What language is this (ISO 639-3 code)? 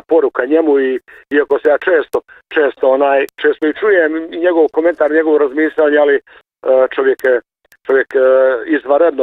hrv